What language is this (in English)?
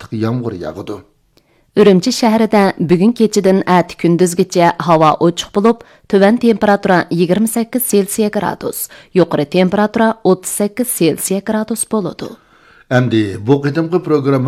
Uyghur